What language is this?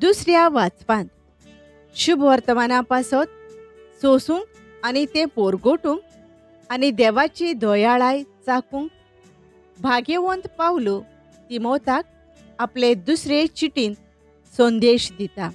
Konkani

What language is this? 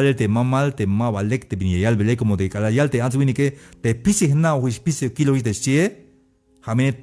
Tzeltal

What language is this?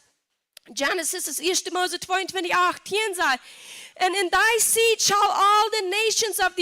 Plautdietsch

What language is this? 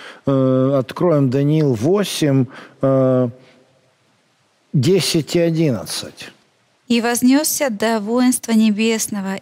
Russian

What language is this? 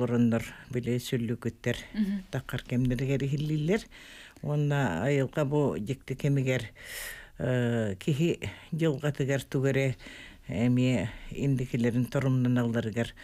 Yakut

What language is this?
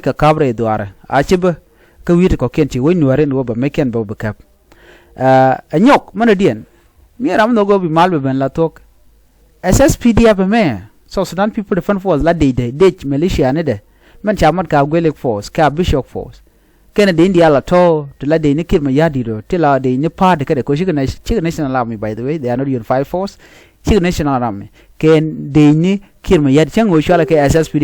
Nuer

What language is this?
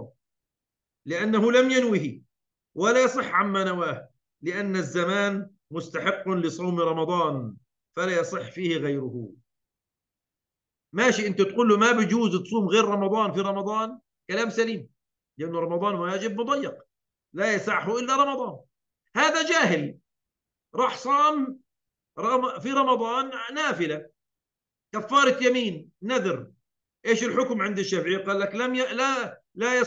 Arabic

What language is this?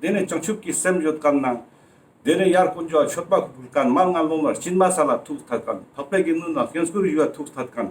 Ladakhi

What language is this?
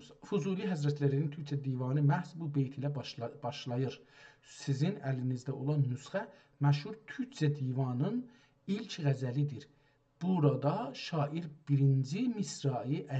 South Azerbaijani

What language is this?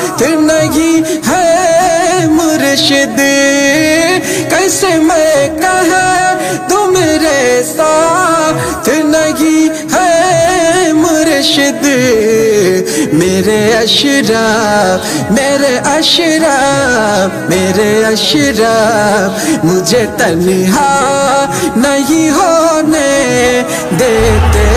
Urdu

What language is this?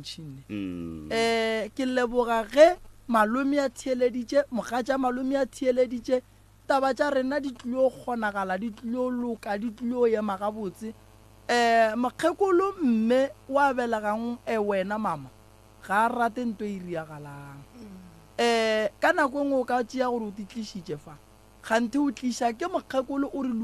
Northern Sotho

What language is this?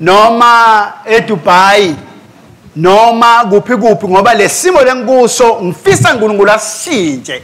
Swati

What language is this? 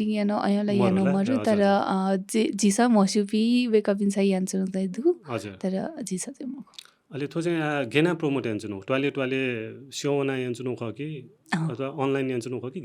Newari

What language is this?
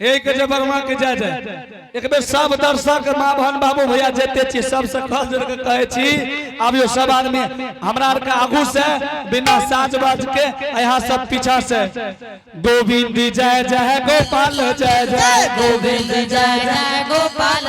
Angika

